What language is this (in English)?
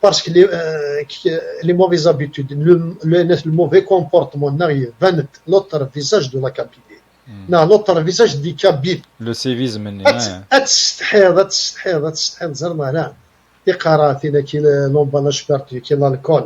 Kabyle